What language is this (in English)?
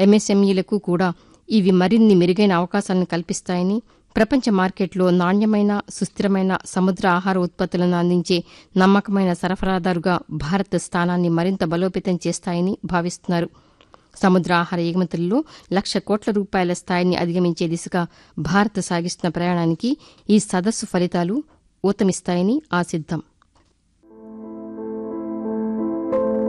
Telugu